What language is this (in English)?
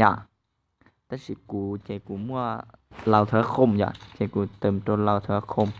Hmong